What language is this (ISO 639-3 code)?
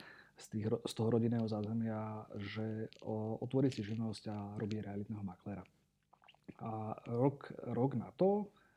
slk